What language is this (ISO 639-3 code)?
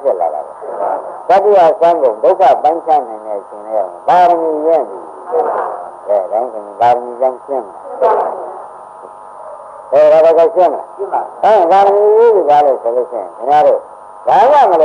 mya